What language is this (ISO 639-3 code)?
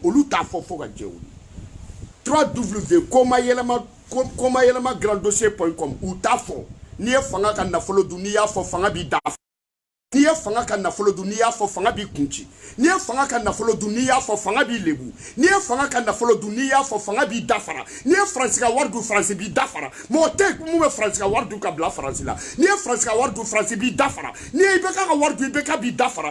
bam